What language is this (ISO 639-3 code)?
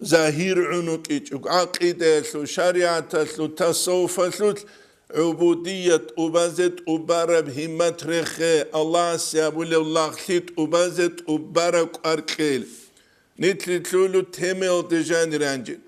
ava